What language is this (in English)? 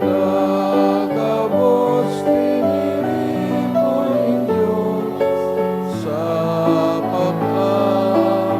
Bikol